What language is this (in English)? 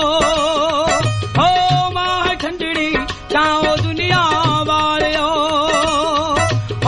Punjabi